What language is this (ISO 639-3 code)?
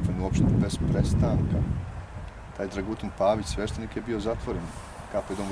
bos